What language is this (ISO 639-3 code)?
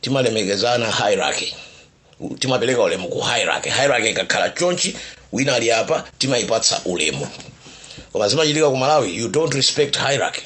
nya